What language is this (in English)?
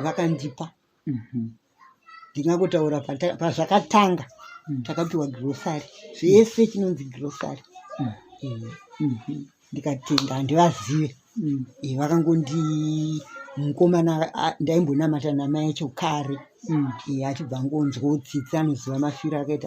Shona